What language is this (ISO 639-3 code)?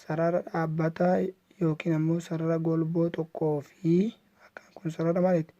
orm